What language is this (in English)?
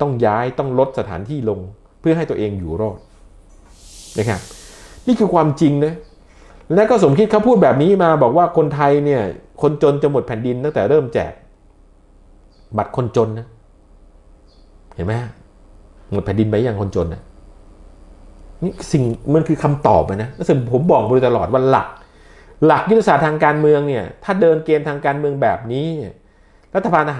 Thai